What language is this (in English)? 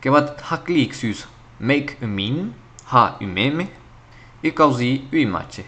Occitan